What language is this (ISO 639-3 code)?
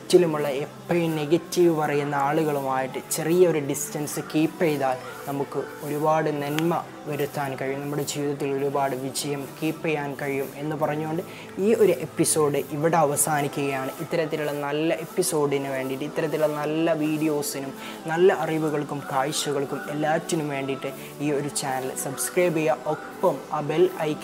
mal